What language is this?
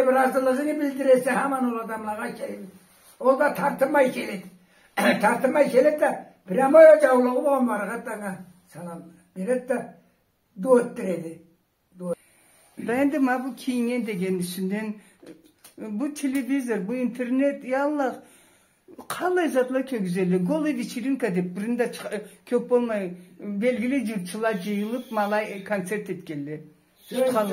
Karachay-Balkar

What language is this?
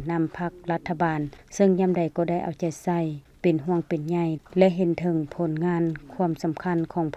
Lao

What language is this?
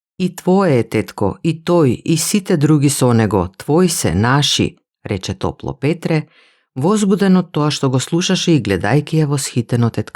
Macedonian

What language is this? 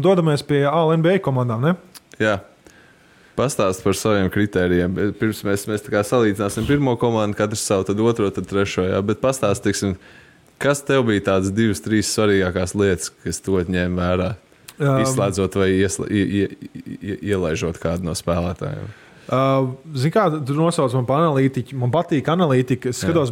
Latvian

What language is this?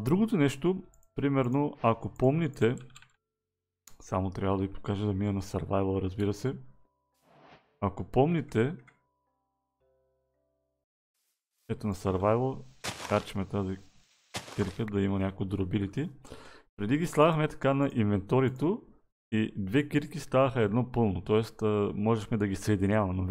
Bulgarian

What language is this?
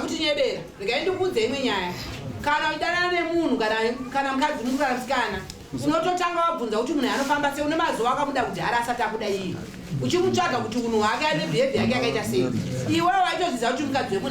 Shona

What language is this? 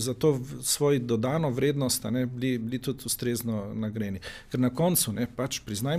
Slovenian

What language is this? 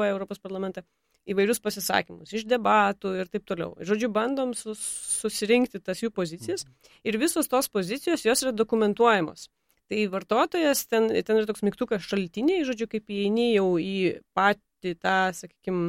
Lithuanian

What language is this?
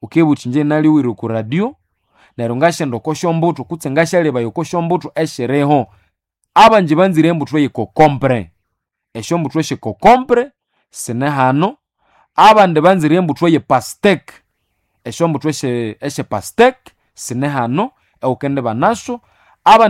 Nande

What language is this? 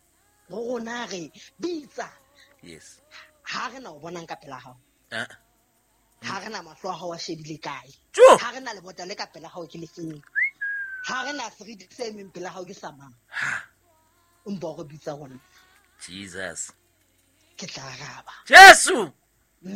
Southern Sotho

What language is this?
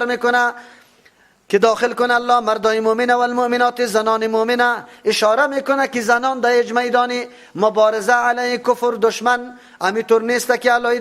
Persian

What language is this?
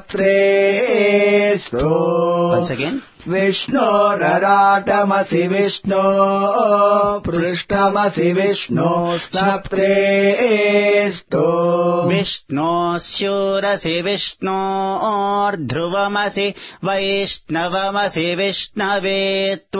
Sanskrit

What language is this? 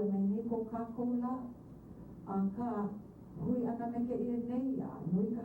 Hawaiian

